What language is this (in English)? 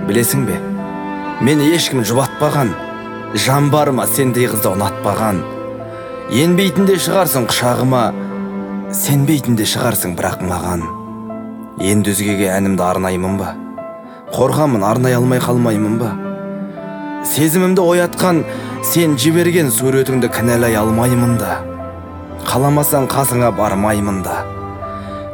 Kazakh